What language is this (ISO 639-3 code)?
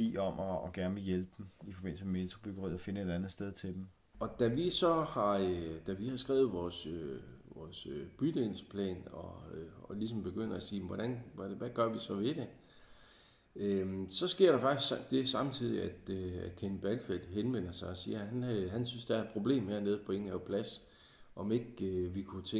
dan